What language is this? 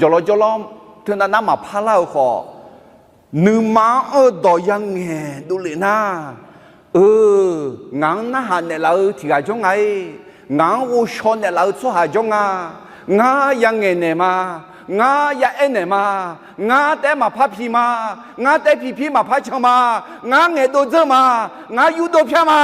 Akha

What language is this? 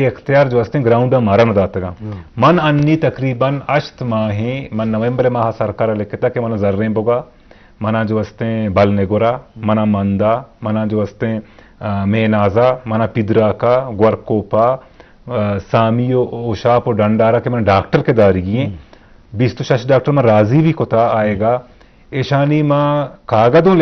Baluchi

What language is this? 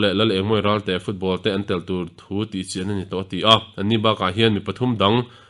Mizo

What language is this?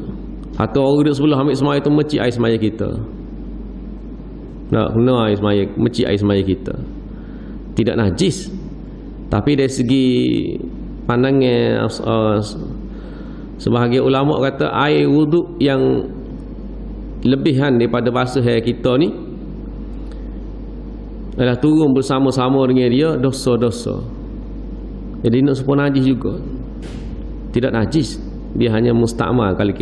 Malay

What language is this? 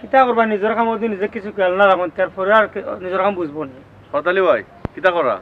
Sylheti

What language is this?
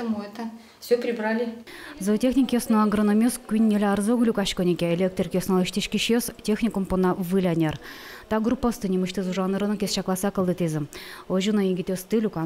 Udmurt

